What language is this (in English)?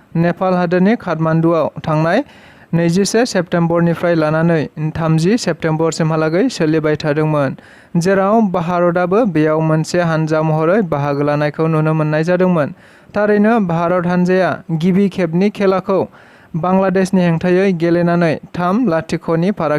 Bodo